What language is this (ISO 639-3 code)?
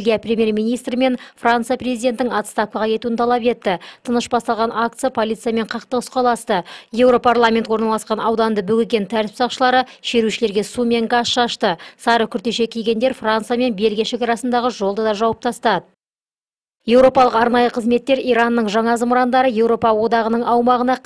kaz